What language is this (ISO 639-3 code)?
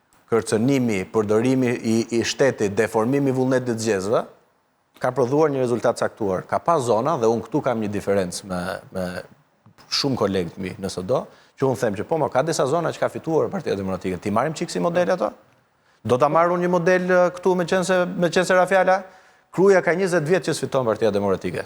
sqi